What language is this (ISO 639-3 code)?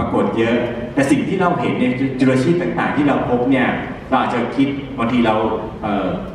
tha